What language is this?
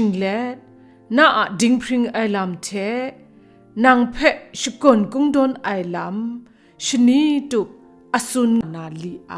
Kachin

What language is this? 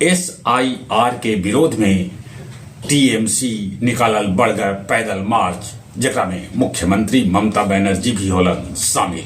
Magahi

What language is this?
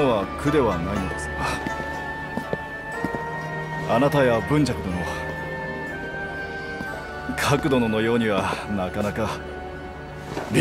Japanese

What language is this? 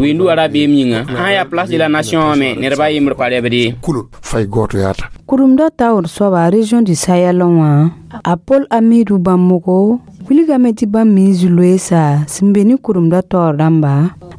Mossi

